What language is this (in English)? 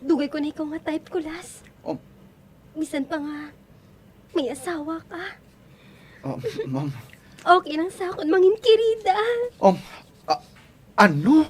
Hiligaynon